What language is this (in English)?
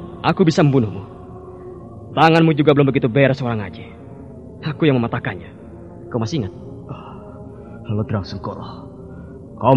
Indonesian